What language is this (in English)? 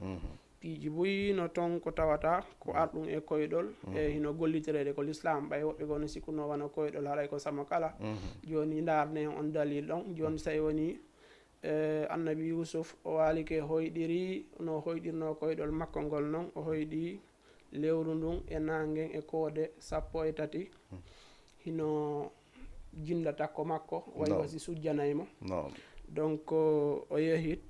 Fula